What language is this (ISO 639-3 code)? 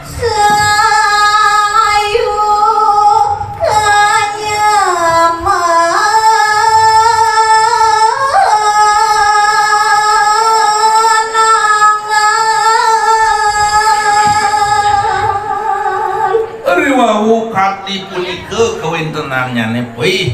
ban